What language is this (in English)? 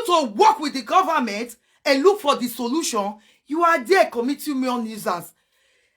Nigerian Pidgin